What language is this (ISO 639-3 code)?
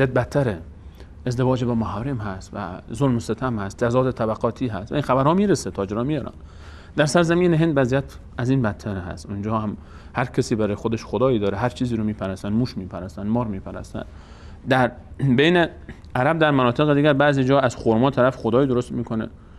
fas